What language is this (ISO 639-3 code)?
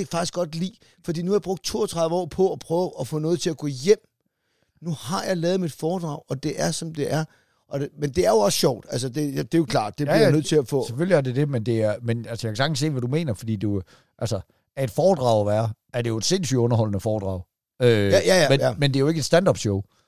dan